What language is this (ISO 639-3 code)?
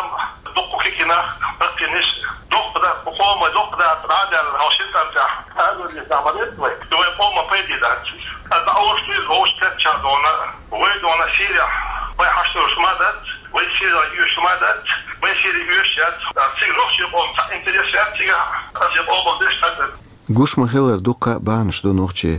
che